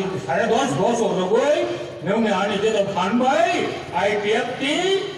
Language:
Riang (India)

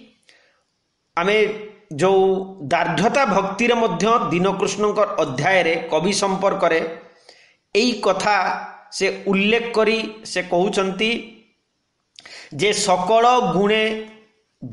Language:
Odia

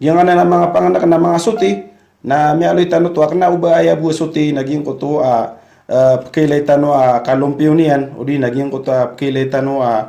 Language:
Maranao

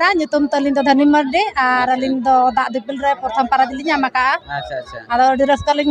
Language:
Santali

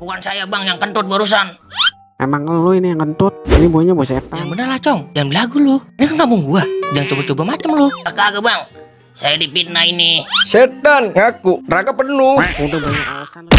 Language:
Betawi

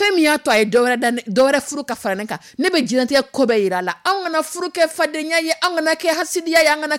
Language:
Dyula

